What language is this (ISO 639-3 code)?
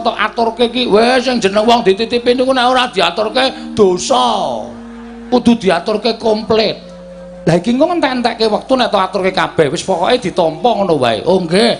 jav